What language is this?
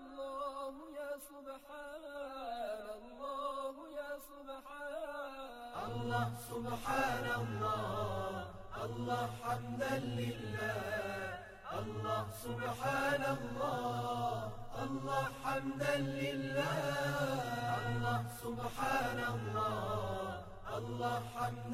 Azerbaijani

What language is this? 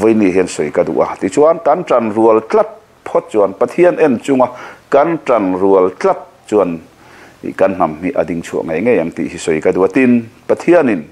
Mizo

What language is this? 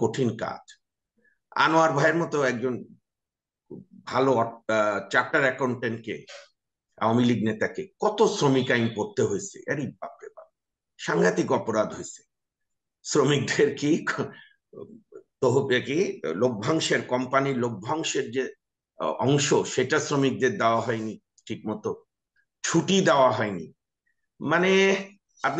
Bangla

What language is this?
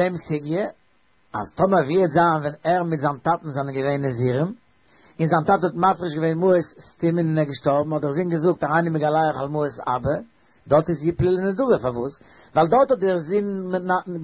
Yiddish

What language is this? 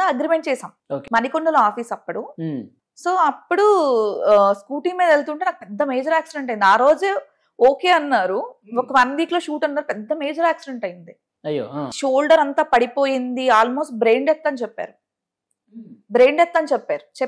Telugu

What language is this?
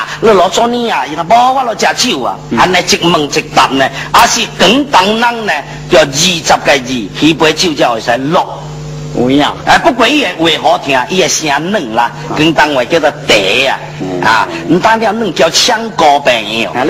Min Nan Chinese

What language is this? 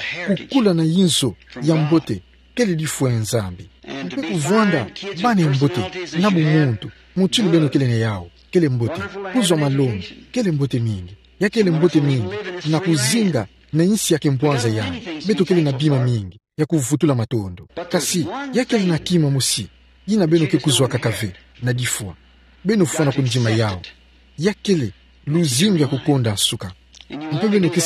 Kituba (Democratic Republic of Congo)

